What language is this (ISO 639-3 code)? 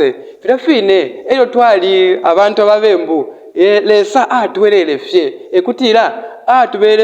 bem